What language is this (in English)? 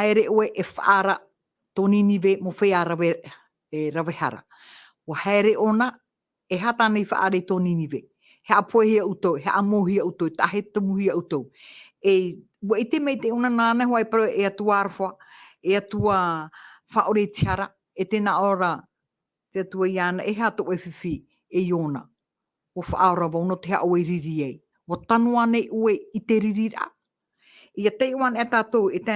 Tahitian